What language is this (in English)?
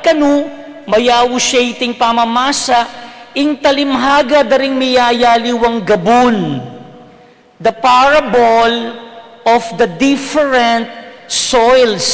Pampanga